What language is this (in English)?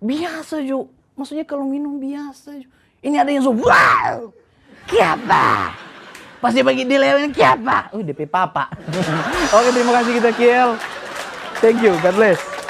Manado Malay